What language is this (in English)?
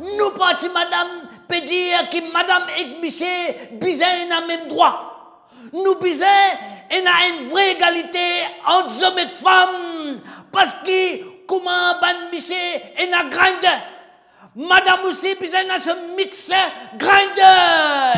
Morisyen